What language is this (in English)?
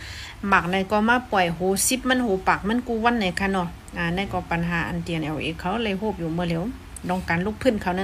Shan